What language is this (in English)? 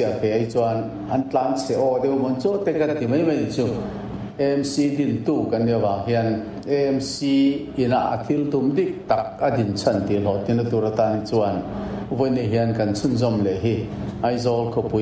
Mizo